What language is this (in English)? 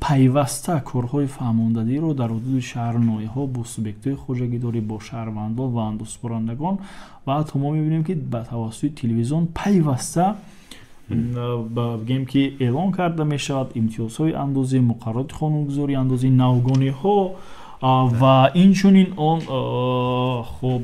Tajik